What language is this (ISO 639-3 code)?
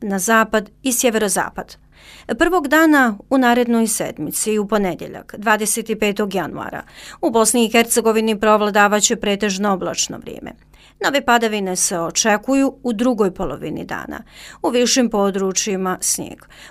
hrv